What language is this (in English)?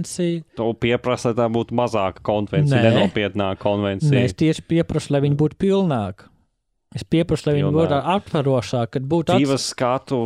Latvian